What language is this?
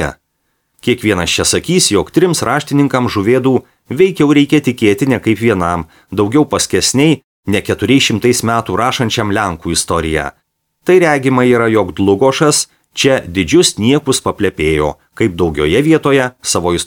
Lithuanian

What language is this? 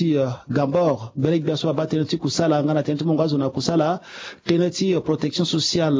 Sango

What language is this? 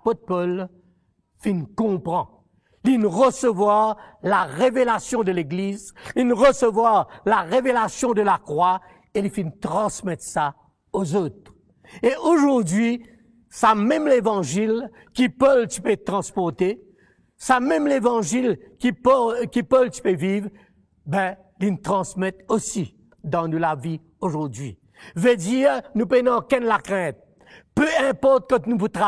Morisyen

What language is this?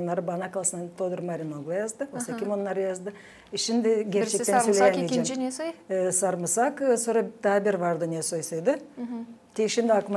Gagauz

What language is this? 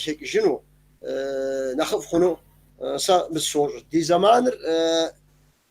Kabardian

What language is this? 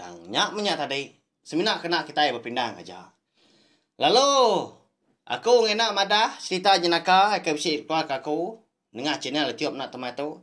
Iban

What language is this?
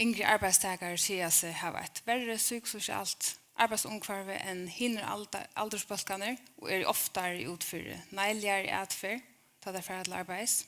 Faroese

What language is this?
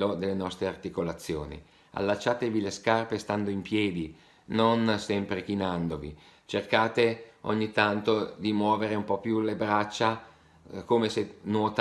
Italian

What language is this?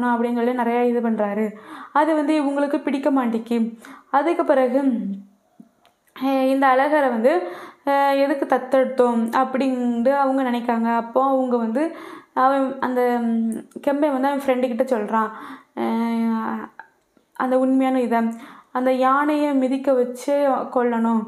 Tamil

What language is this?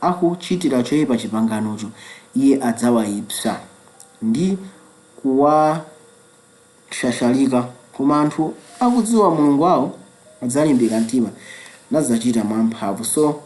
Nyanja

